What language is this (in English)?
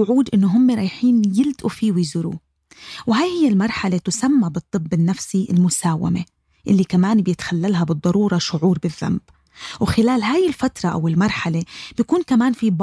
North Levantine Arabic